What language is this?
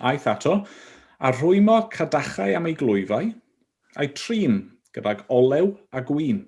Welsh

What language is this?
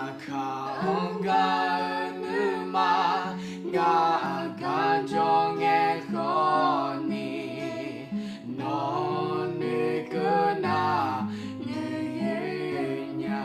Akha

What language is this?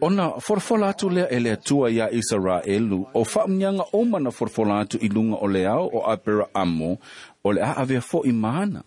Samoan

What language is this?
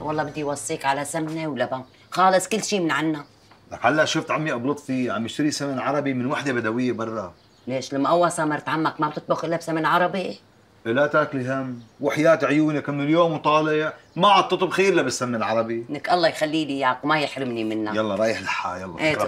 North Levantine Arabic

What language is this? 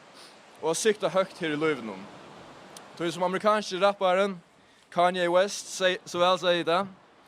Faroese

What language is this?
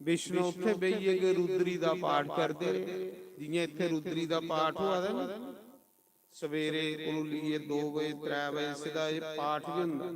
Dogri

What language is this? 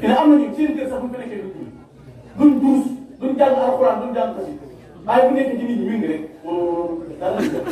Wolof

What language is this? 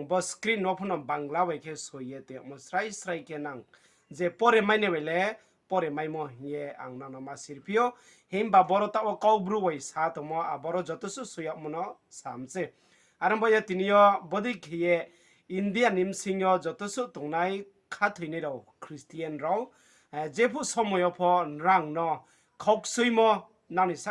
Riang (India)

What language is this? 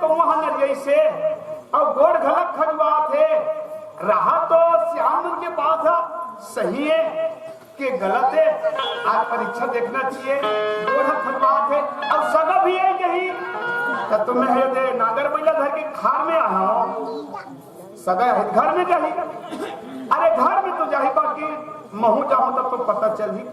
Chhattisgarhi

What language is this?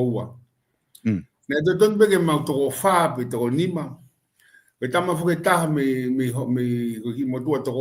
Tongan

